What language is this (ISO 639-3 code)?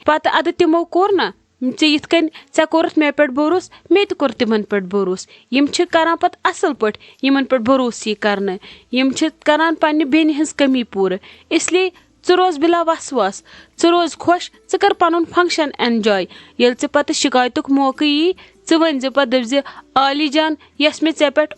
kas